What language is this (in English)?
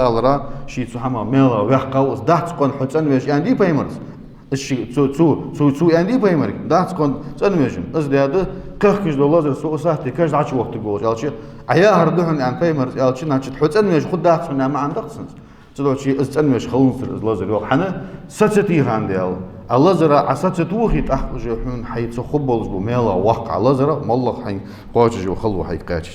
Ingush